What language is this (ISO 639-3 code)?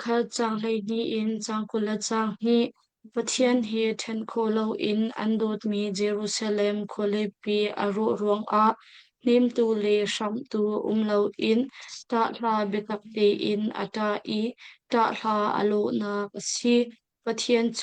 cnh